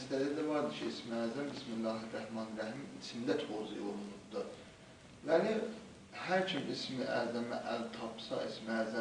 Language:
South Azerbaijani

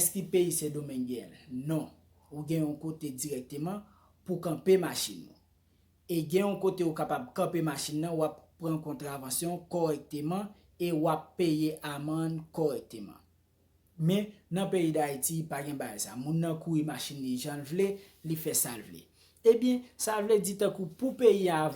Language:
Haitian Creole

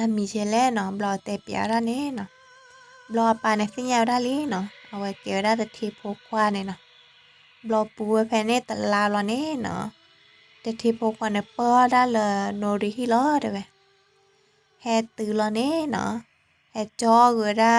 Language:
S'gaw Karen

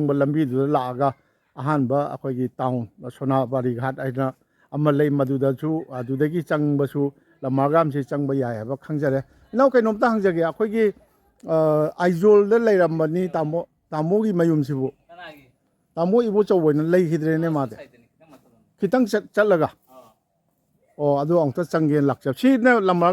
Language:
Manipuri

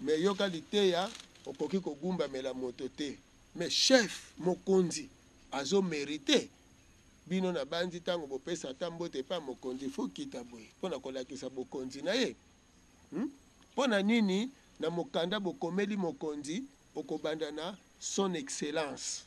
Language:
Lingala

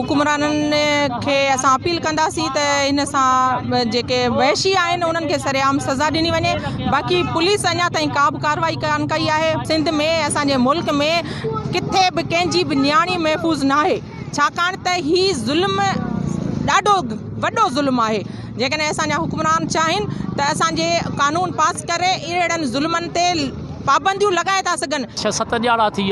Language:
Sindhi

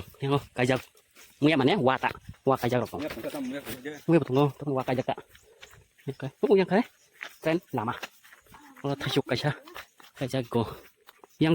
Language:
Kok Borok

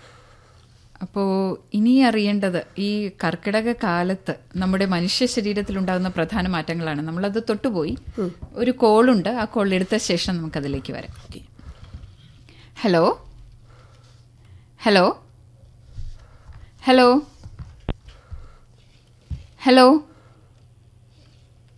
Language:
Malayalam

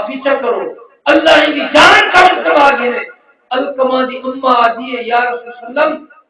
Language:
Saraiki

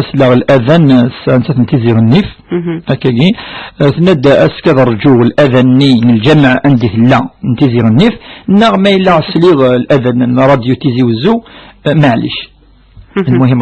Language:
Kabyle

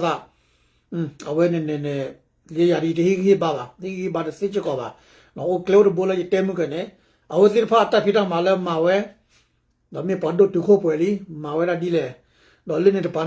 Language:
S'gaw Karen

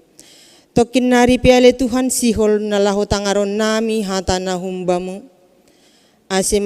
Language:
Batak Simalungun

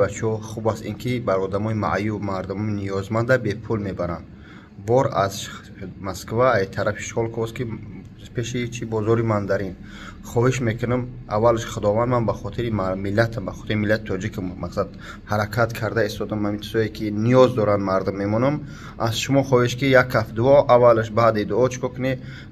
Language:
Tajik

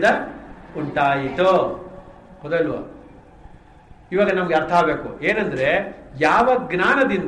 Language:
Kannada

